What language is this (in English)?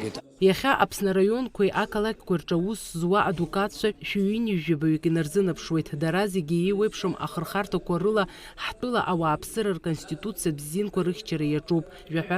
Abkhazian